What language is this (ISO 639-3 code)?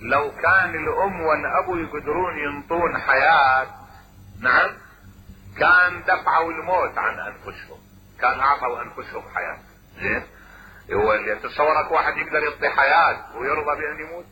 acm